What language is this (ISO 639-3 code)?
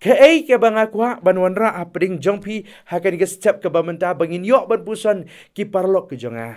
kha